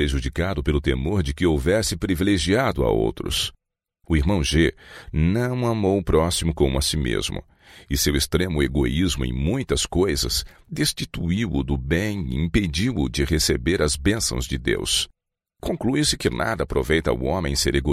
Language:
Portuguese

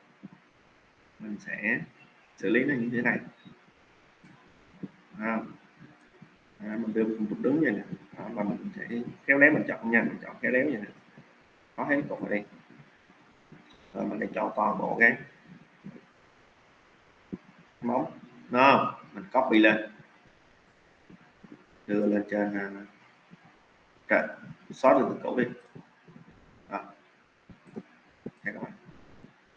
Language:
Vietnamese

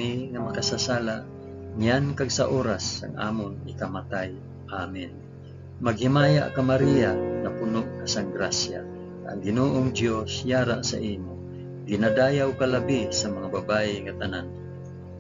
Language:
Hiligaynon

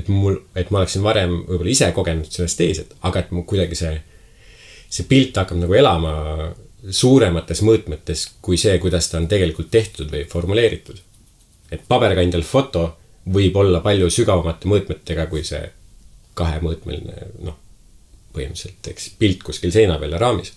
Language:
Estonian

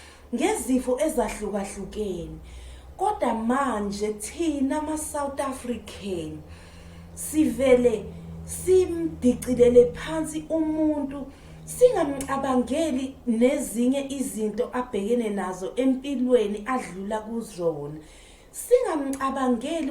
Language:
Zulu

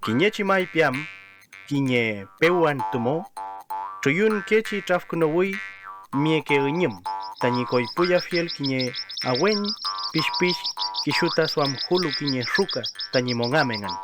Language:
Mapuche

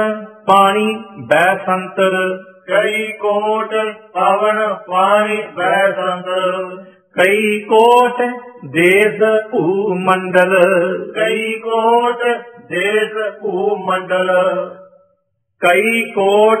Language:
Punjabi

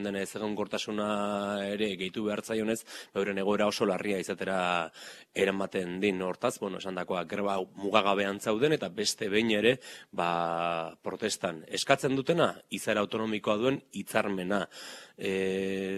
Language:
Basque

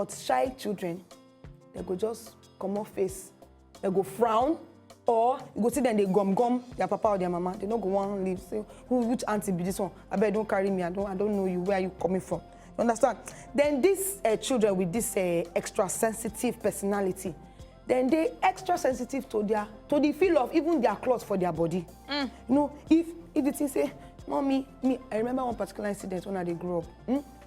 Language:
Nigerian Pidgin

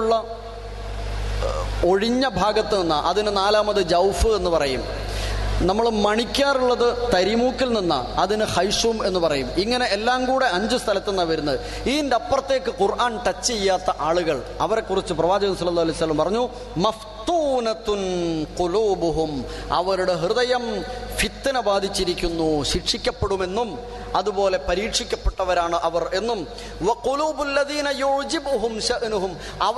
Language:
Malayalam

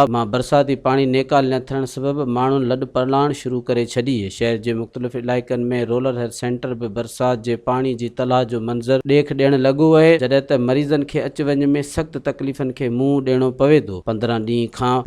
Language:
Sindhi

